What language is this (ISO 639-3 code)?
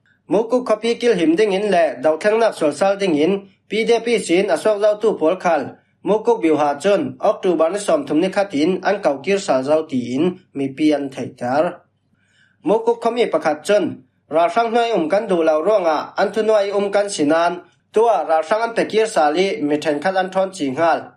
cfm